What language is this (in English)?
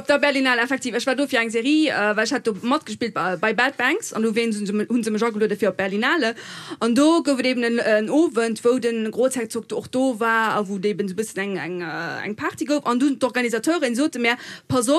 Luxembourgish